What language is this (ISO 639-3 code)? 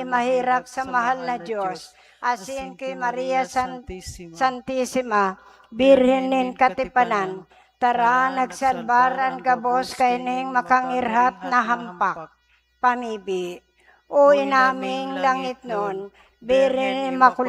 bik